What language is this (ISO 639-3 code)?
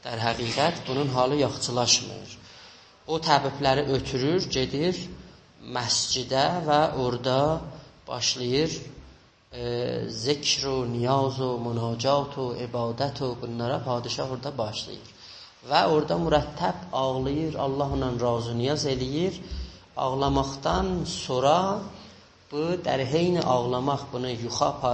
azb